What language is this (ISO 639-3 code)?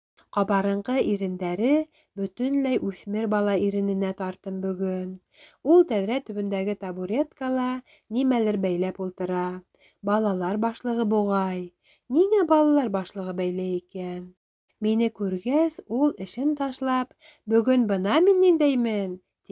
bak